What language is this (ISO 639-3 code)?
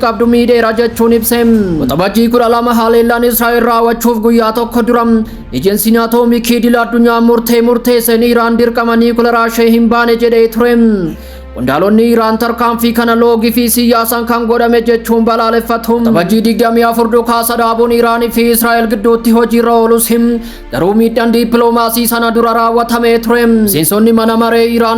orm